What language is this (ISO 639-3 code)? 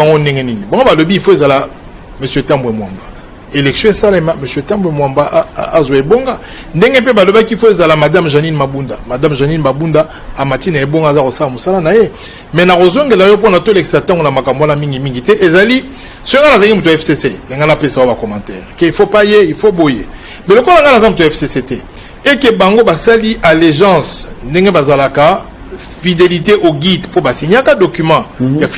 lin